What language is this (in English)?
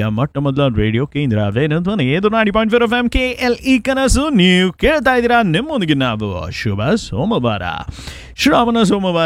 Kannada